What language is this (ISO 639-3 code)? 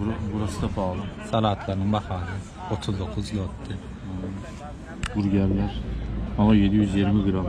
tuk